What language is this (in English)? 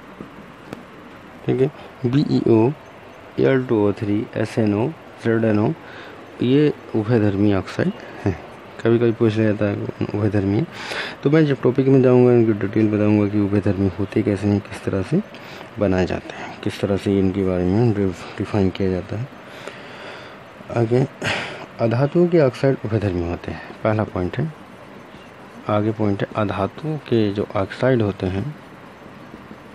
Hindi